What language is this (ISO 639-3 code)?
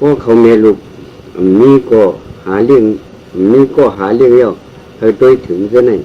shn